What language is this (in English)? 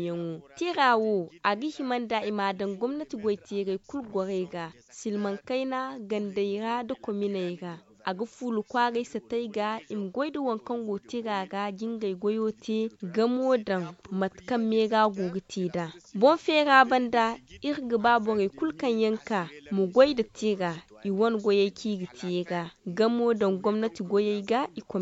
Zarma